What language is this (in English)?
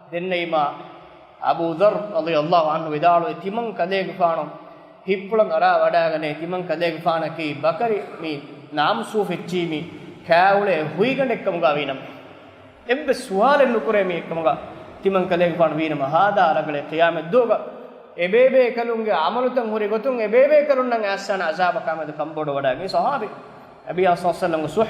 Divehi